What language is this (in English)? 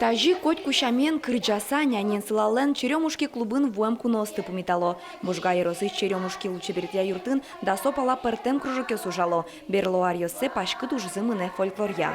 Udmurt